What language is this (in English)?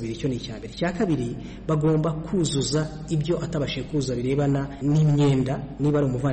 Kinyarwanda